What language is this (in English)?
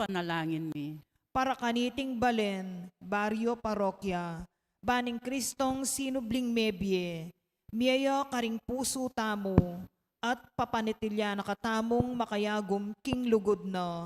Pampanga